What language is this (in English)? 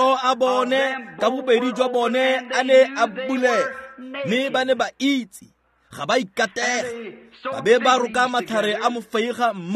Tswana